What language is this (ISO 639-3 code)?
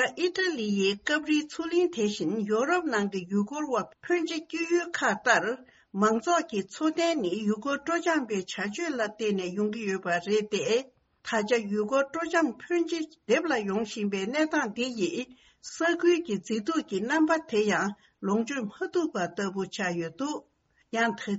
bod